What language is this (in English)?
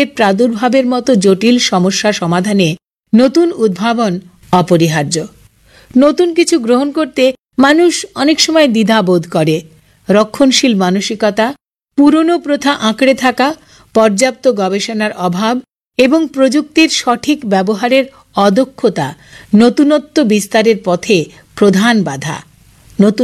Bangla